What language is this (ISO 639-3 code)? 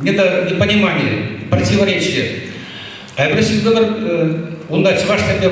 chv